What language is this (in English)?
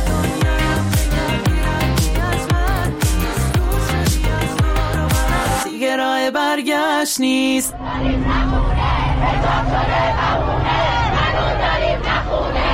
Persian